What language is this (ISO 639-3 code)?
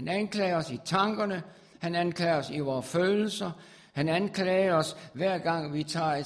dan